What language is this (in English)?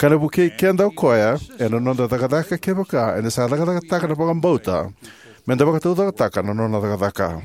Fijian